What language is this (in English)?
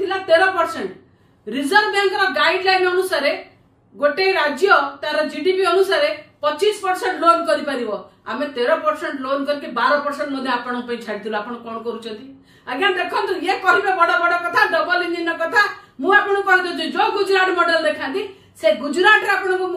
Odia